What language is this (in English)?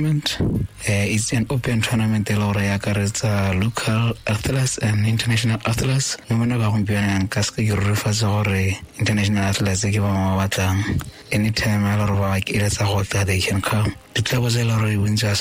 Tswana